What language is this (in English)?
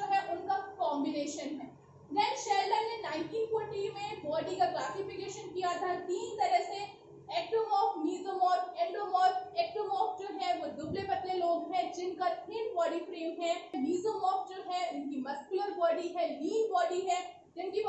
Hindi